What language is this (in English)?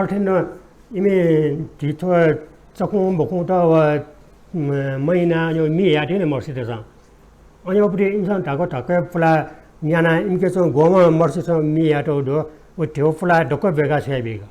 Newari